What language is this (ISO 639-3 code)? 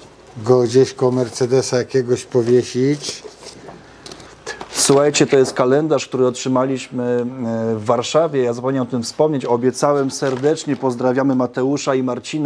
pol